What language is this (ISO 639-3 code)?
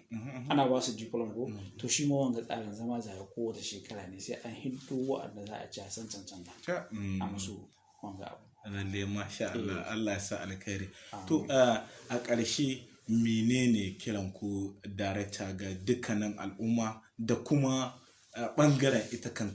hau